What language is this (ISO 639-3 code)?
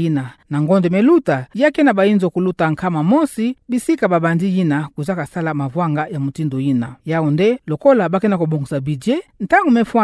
ktu